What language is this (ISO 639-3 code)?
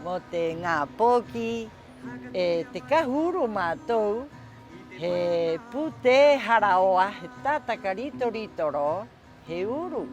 rap